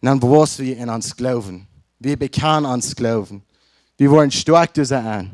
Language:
Plautdietsch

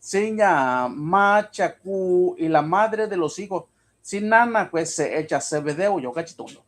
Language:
Mixtepec Mixtec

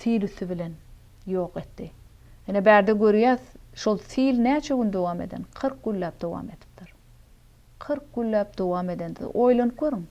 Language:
Turkmen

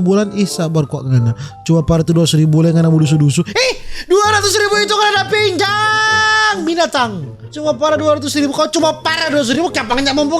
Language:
Manado Malay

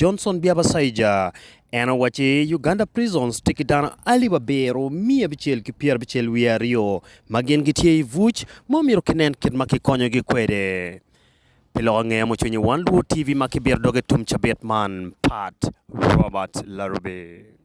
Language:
Acoli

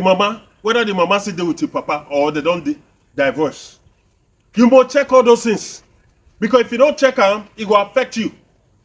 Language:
Nigerian Pidgin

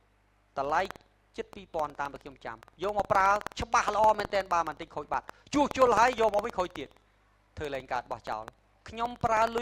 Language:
Khmer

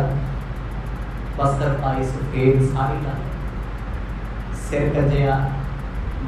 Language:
Punjabi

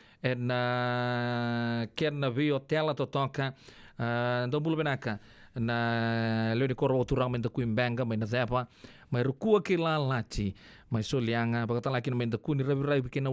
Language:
Fijian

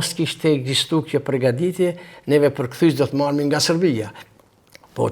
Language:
Albanian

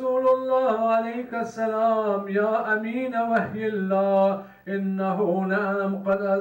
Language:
Arabic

